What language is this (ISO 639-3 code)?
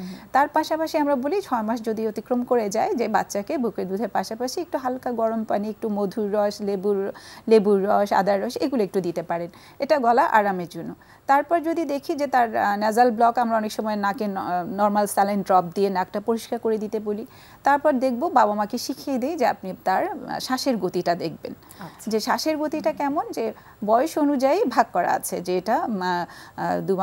ben